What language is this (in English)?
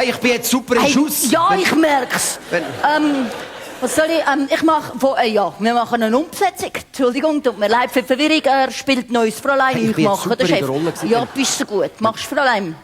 Swiss German